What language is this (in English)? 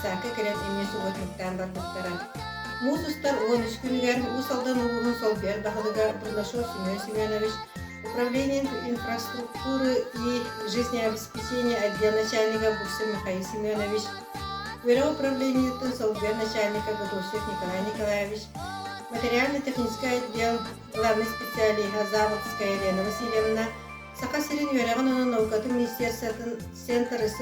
Yakut